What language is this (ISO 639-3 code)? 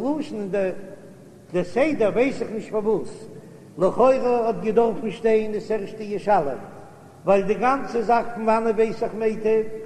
yid